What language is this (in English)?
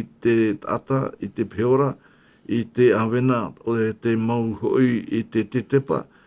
Tahitian